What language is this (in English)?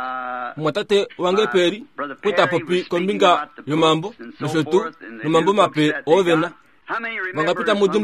Kuanyama